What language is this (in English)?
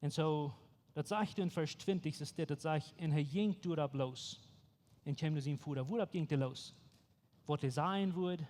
Plautdietsch